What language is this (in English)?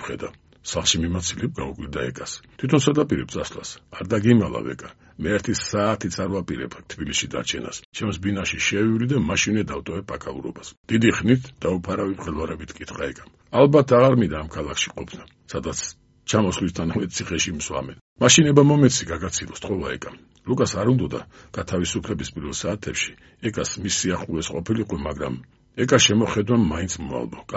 Georgian